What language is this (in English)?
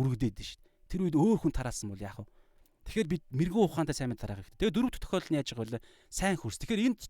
Mongolian